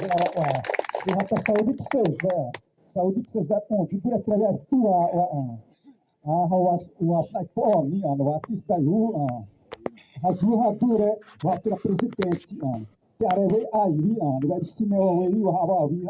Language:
Xavánte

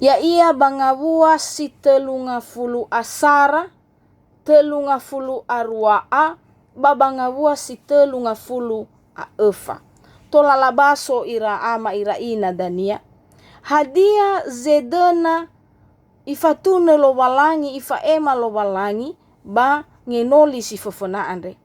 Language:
Nias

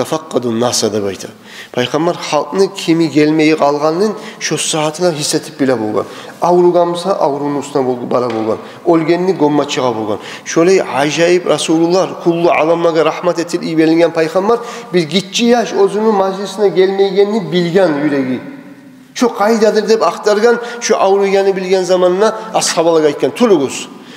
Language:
Kumyk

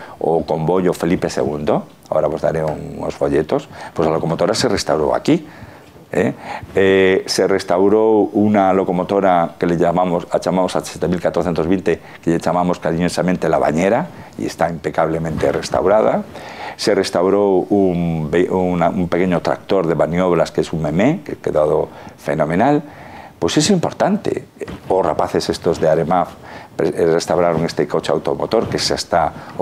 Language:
Galician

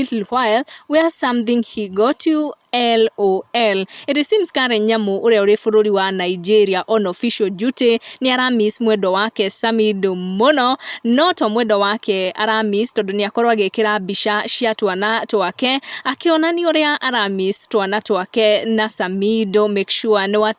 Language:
Kikuyu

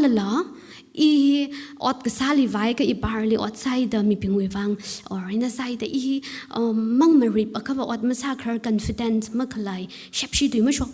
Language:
Tangkhul Naga (India)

